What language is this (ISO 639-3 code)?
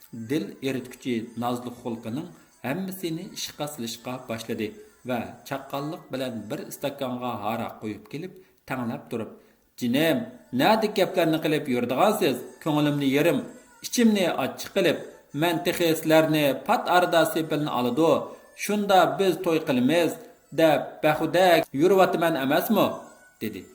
uig